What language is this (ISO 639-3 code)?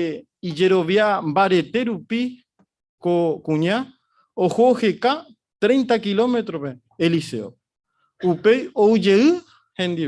grn